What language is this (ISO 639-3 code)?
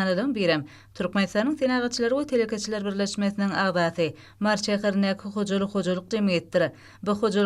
tuk